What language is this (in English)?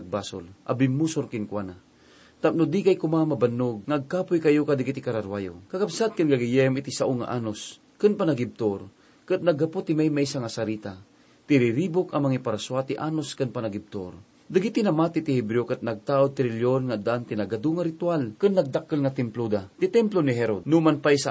Iloko